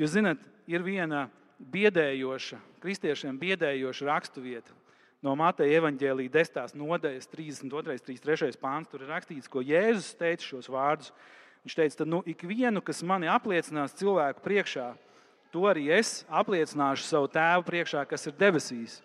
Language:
Latvian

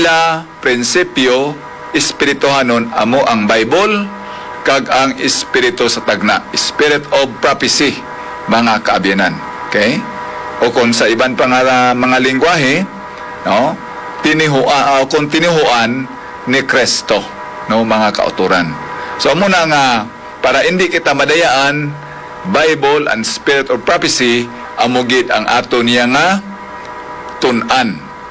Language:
Hiligaynon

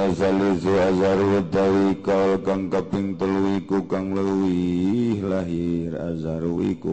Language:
Sundanese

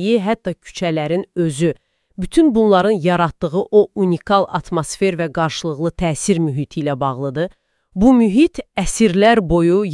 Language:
Azerbaijani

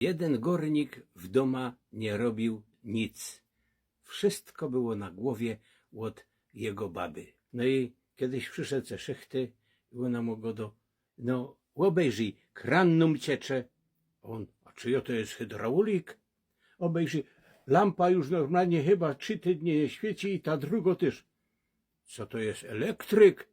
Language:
Silesian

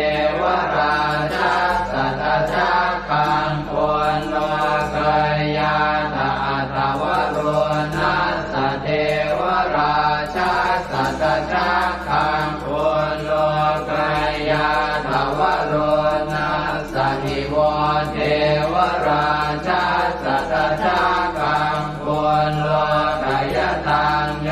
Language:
Pali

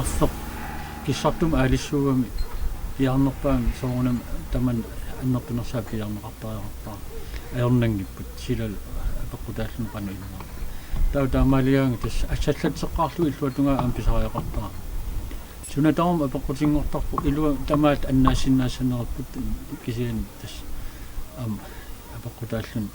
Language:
Kalaallisut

